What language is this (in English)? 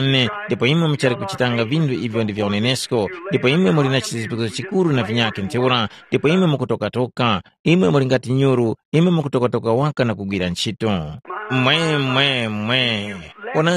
Tumbuka